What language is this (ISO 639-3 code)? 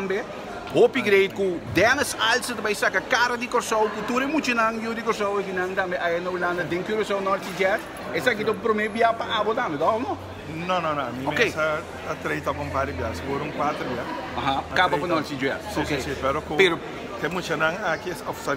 pap